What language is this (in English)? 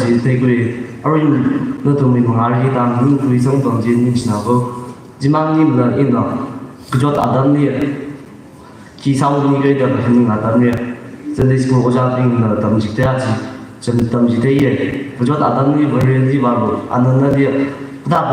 Tangkhul Naga (India)